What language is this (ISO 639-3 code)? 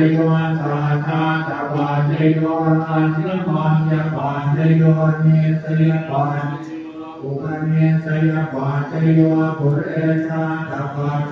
pli